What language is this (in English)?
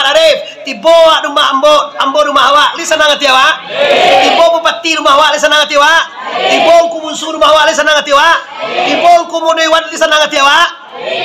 Minangkabau